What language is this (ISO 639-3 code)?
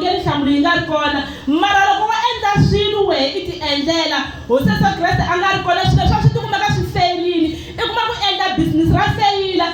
tso